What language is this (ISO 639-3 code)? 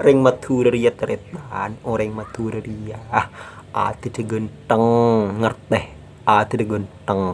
mad